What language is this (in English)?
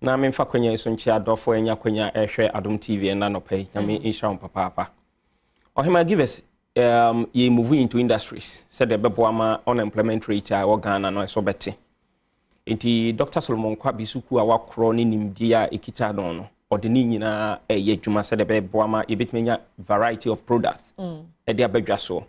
Akan